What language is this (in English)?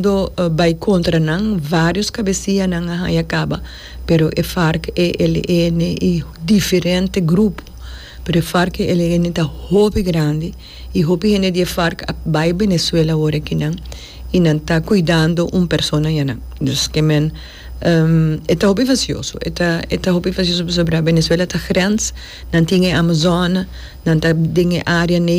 Papiamento